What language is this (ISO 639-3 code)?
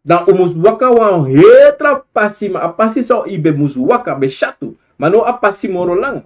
srn